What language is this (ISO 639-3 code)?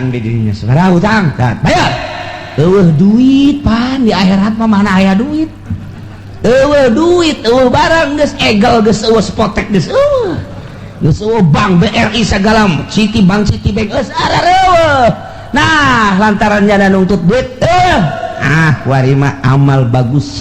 sun